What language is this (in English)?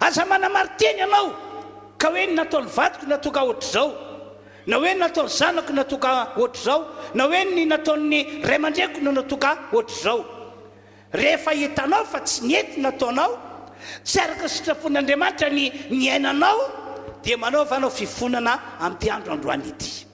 Malagasy